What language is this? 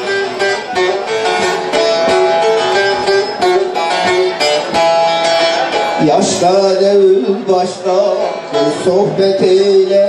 Turkish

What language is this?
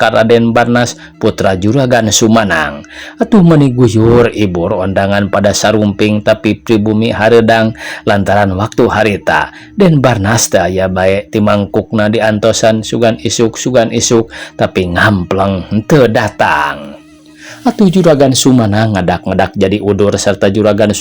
Sundanese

